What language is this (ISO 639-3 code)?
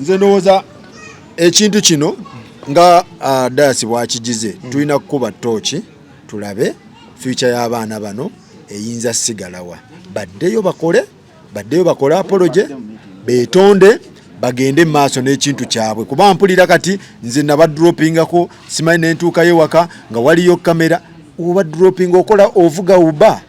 lug